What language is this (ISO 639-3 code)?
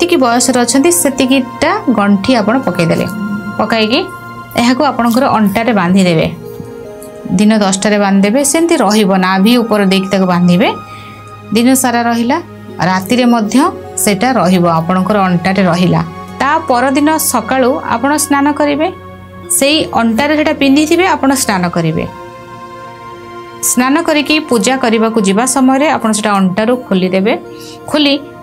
ori